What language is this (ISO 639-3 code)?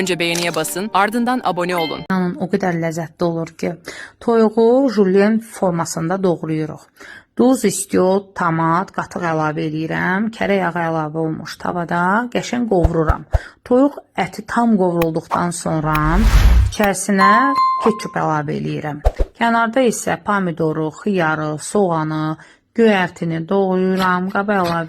aze